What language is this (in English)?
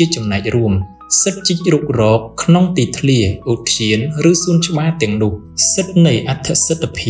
Khmer